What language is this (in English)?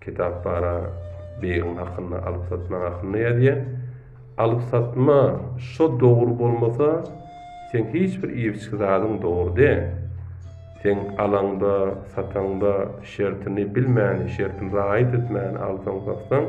Turkmen